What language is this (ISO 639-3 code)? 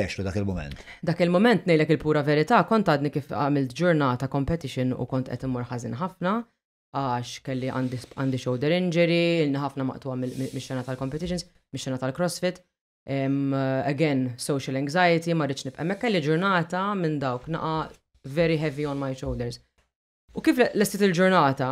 mlt